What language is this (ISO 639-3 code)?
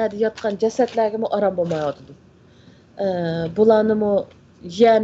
uig